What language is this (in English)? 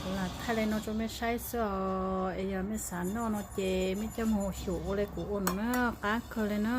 Hmong